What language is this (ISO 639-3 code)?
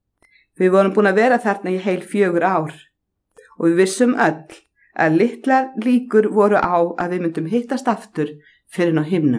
isl